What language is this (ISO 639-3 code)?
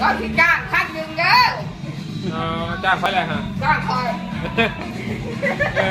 lao